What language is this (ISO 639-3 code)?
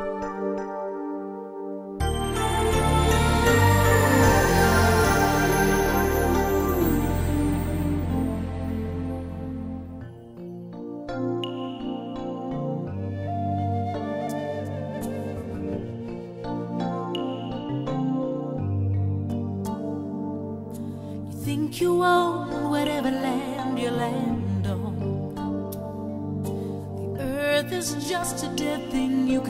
eng